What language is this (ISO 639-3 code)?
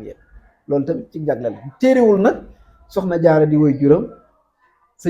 wol